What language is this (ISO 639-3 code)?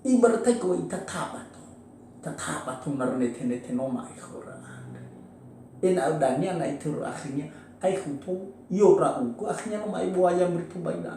nia